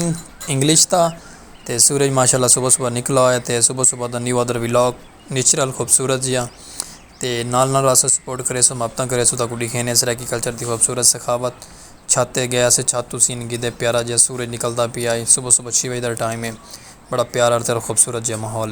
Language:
Saraiki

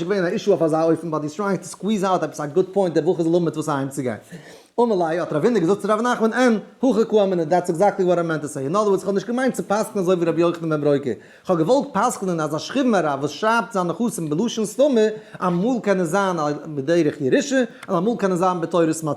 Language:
Yiddish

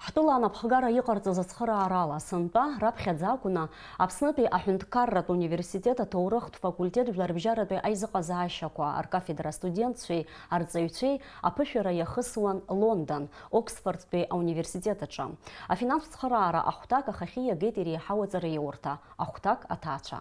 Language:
Abkhazian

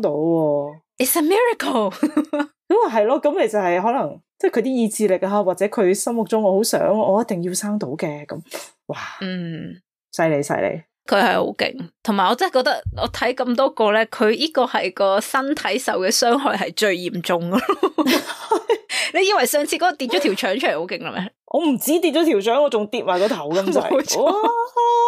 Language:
Cantonese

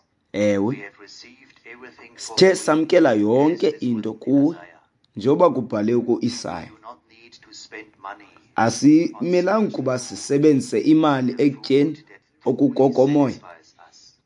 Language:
Xhosa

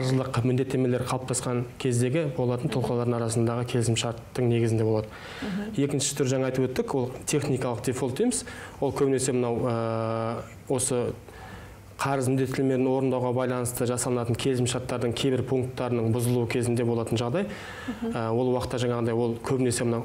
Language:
Kazakh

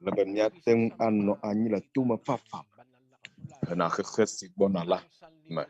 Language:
Ewe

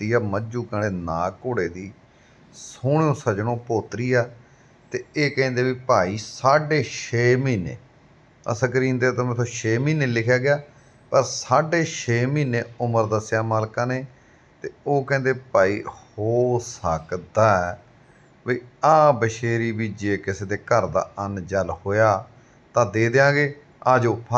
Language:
Punjabi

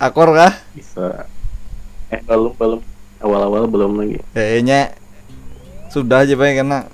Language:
Banjar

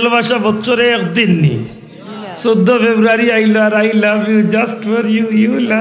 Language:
Sylheti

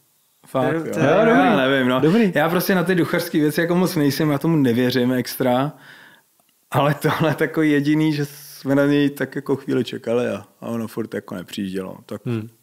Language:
Czech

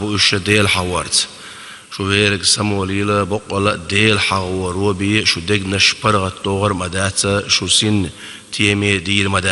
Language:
Chechen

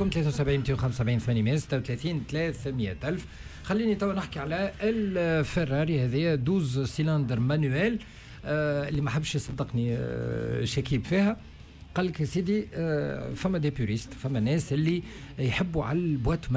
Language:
Tunisian Arabic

